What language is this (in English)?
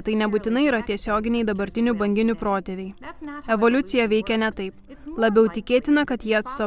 Lithuanian